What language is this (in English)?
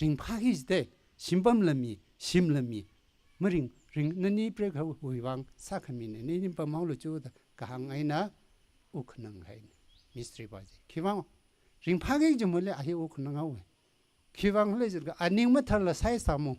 Tangkhul Naga (India)